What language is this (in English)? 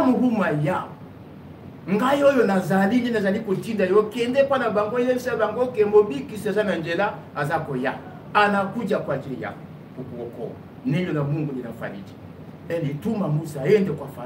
Swahili